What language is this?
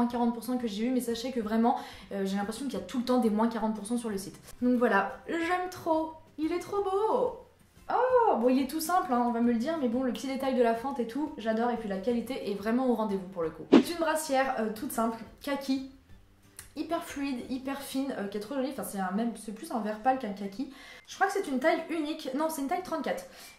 French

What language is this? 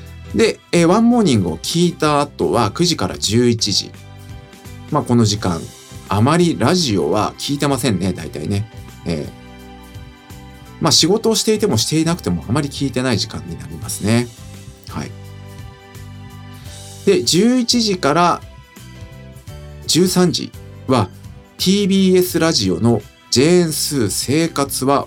Japanese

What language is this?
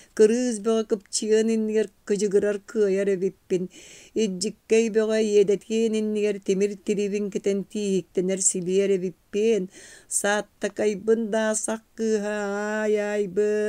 Yakut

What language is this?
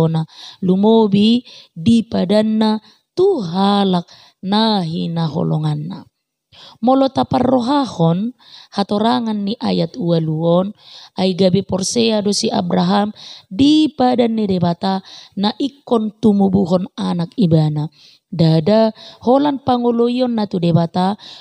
Batak Toba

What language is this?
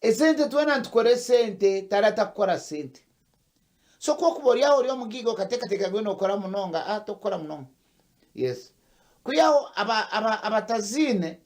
Nyankole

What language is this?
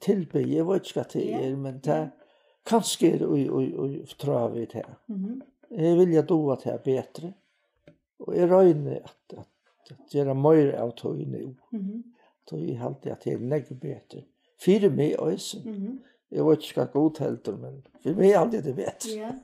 Faroese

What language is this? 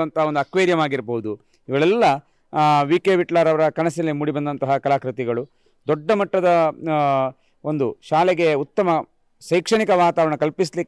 Kannada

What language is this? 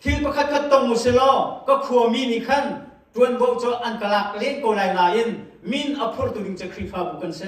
Hakha Chin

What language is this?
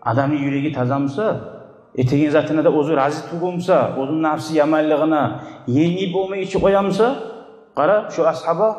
Kumyk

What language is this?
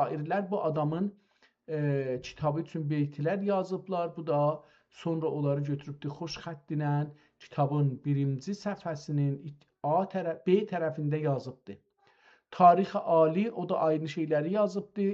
South Azerbaijani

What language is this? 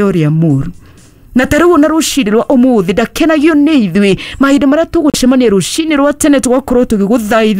Kikuyu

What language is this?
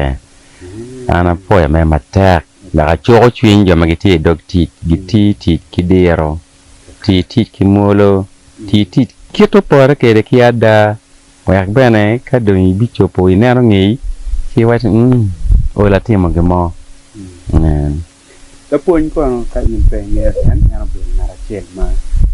Acoli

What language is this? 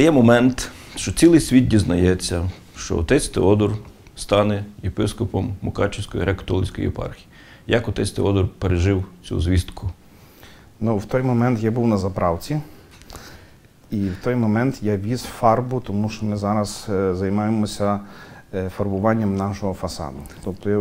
Ukrainian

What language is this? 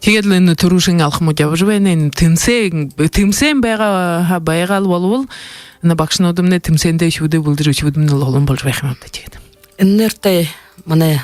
Buriat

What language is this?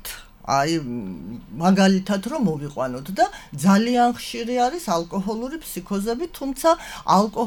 Georgian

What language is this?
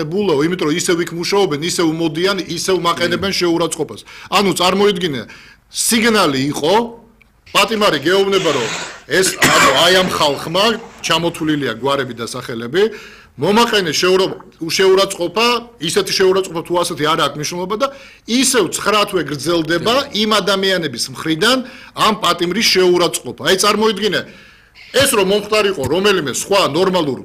Georgian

